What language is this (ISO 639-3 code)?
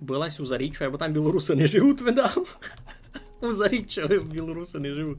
rue